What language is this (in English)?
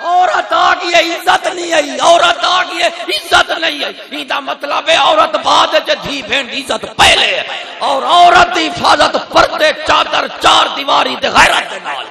Saraiki